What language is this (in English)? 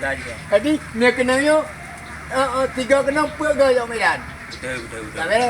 Achinese